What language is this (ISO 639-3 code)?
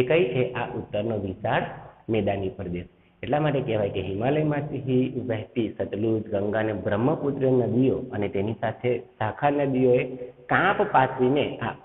guj